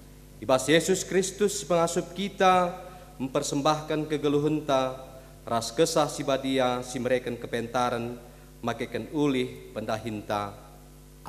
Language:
Batak Karo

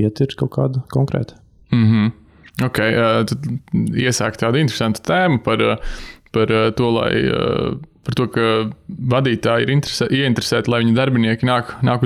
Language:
Latvian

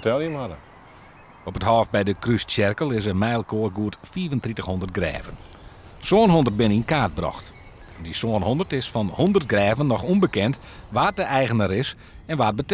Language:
Western Frisian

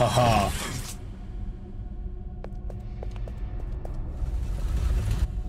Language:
Kazakh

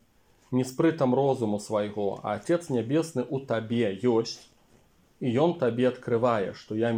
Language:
Belarusian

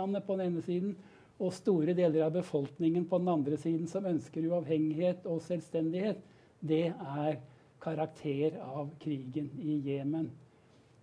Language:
Norwegian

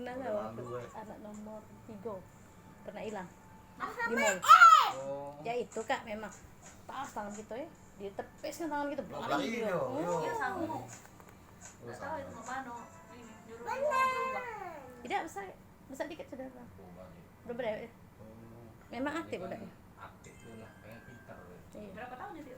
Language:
Musi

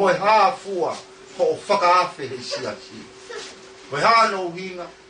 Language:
Tongan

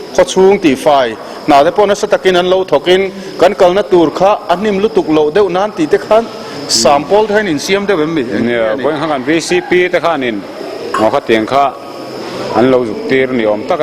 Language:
Mizo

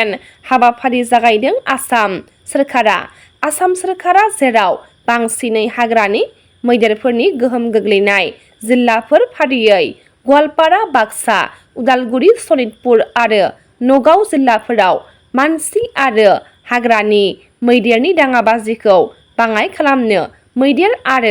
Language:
Bodo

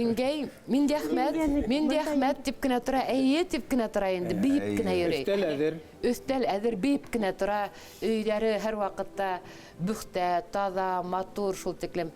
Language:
Bashkir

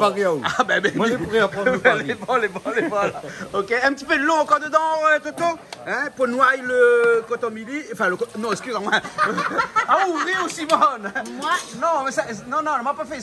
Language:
Réunion Creole French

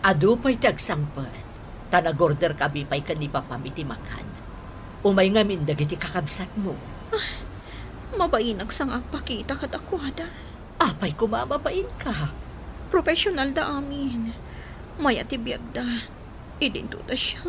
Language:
Iloko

